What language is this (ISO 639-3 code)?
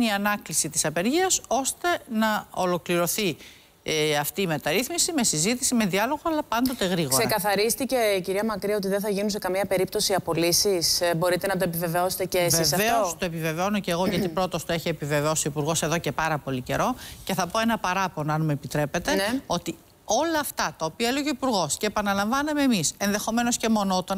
ell